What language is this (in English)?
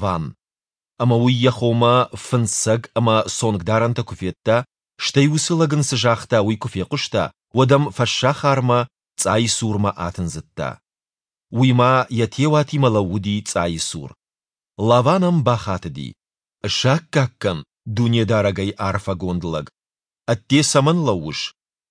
Ossetic